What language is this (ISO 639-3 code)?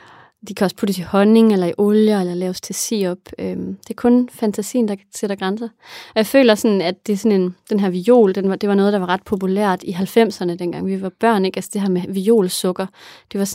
dan